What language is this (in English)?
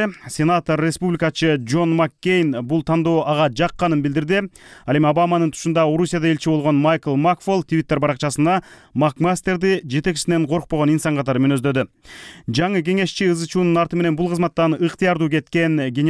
Kyrgyz